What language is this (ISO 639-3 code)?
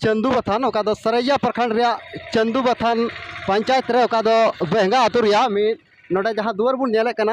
sat